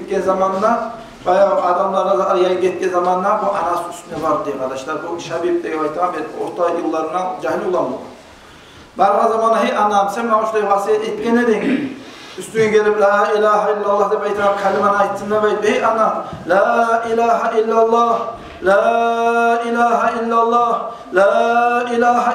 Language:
Kumyk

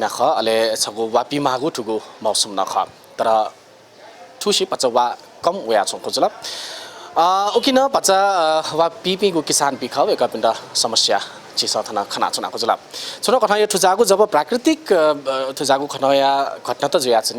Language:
Newari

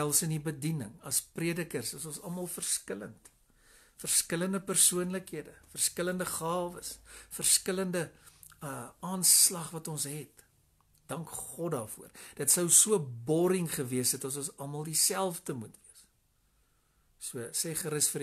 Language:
Afrikaans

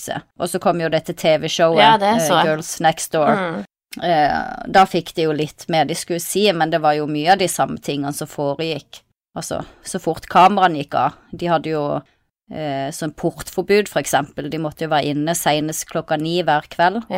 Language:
Norwegian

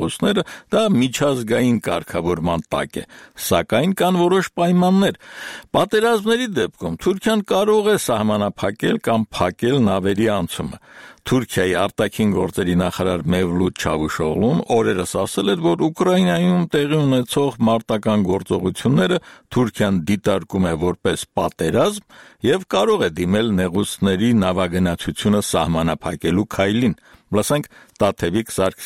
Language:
Armenian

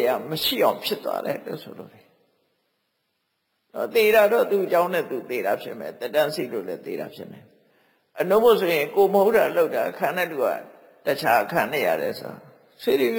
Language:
Burmese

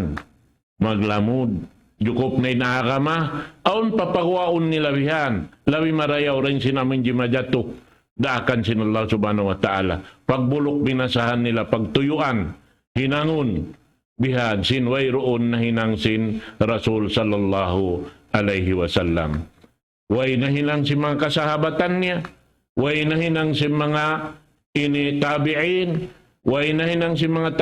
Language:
Tausug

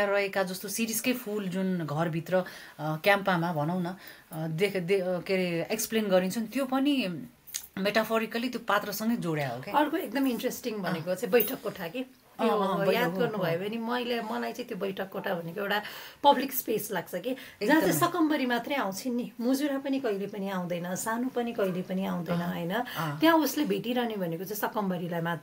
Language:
Nepali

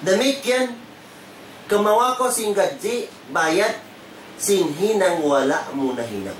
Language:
Tausug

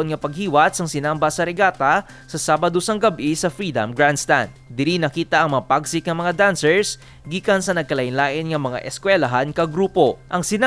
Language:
Hiligaynon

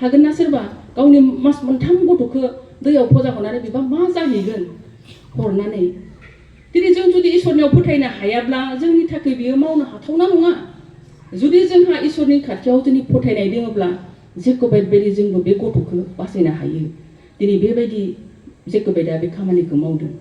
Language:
Bodo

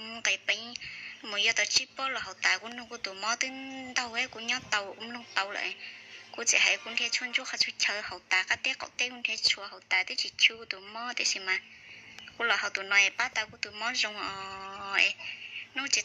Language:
Hmong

